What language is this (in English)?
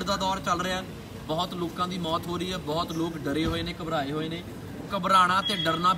Punjabi